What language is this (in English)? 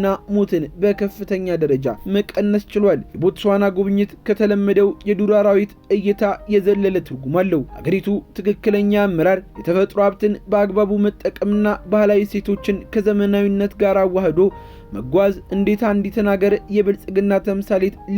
Amharic